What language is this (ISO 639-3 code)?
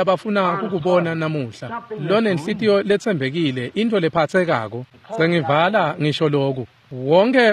ssw